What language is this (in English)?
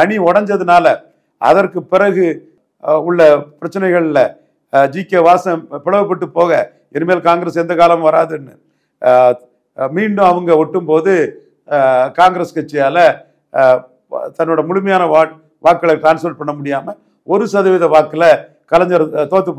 Tamil